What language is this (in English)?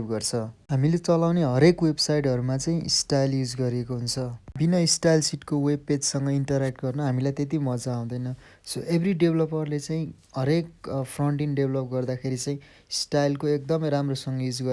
Nepali